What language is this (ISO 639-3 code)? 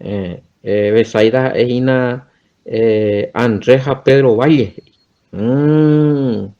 grn